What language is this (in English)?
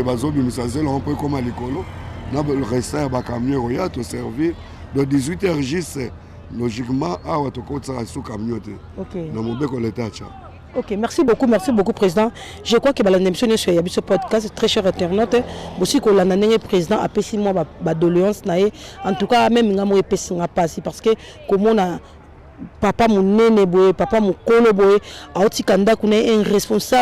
Lingala